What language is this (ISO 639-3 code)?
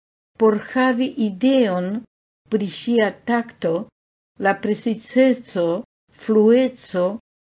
epo